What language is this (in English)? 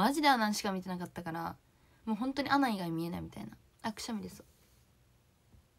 Japanese